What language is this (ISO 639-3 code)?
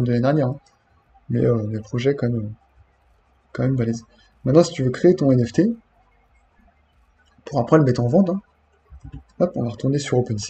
fra